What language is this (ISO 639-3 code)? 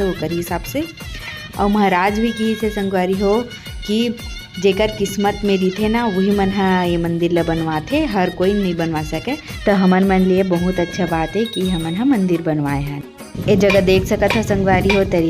hne